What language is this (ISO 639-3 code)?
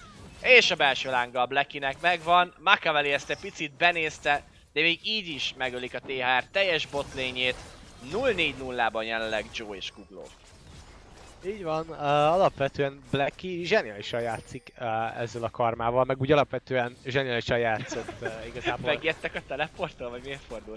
hun